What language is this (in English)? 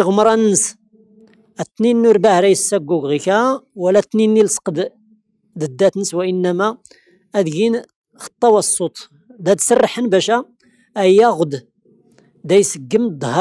Tachelhit